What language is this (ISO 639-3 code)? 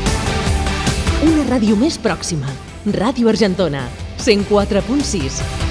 cat